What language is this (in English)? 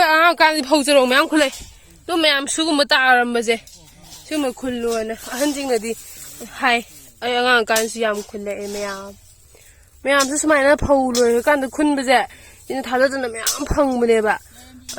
Manipuri